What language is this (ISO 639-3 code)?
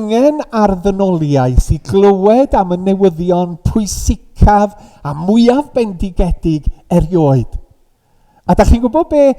cym